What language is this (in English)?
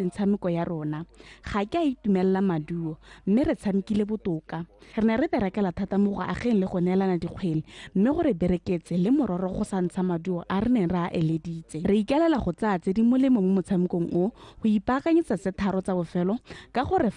Tswana